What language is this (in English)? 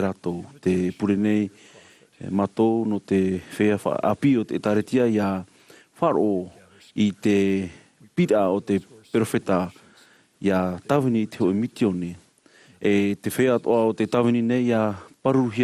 Tahitian